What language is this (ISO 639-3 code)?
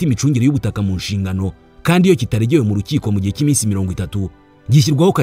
kin